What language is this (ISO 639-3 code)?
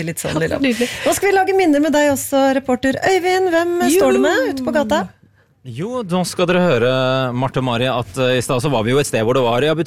nor